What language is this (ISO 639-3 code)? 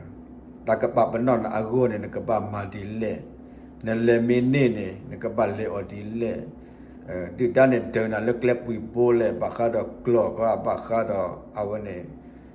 ksw